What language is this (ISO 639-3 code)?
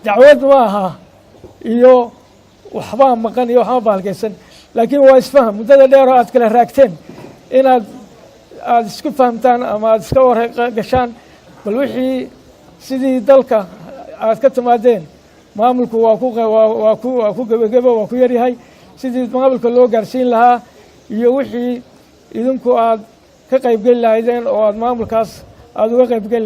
som